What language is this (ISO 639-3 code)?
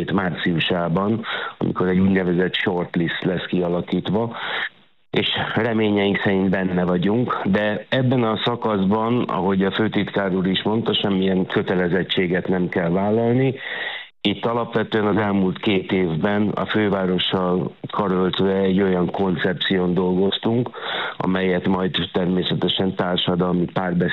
hun